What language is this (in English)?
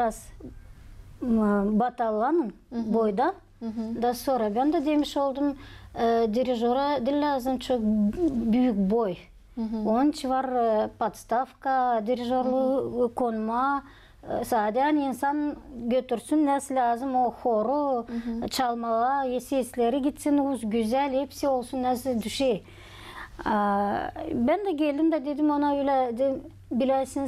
Gagauz